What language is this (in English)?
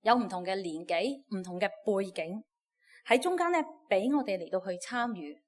Cantonese